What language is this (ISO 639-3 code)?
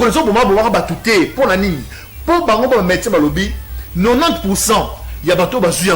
lin